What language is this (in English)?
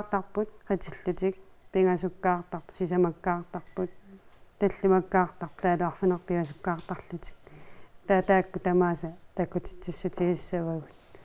Kalaallisut